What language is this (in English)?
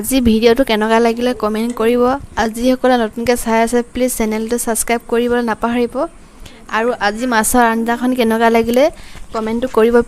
Assamese